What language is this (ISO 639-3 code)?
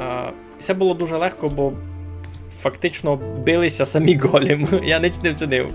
rue